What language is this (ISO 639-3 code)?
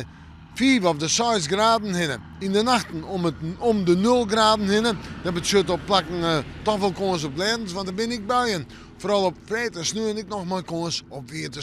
fry